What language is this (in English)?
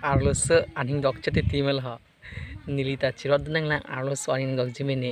Karbi